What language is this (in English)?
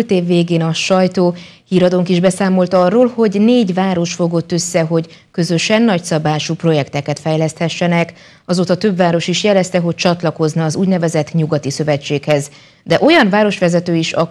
Hungarian